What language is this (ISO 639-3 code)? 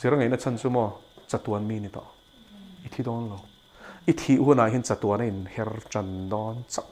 lus